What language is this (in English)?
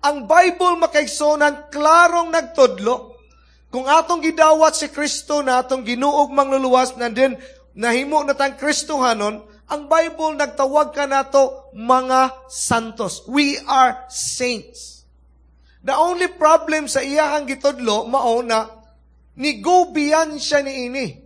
Cebuano